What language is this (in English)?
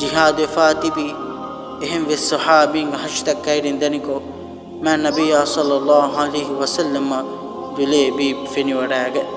Divehi